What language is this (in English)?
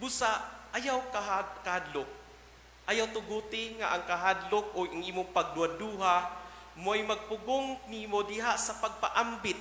Cebuano